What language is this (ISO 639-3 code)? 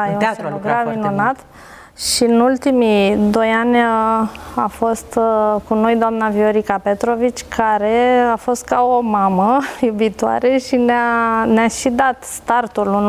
ron